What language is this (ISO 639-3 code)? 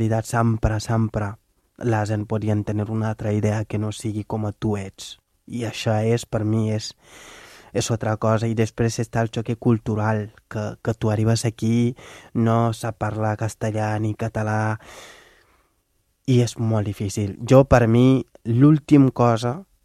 cat